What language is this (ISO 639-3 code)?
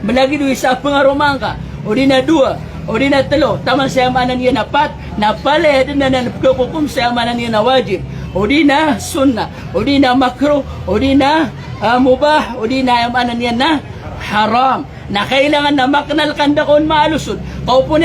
mrw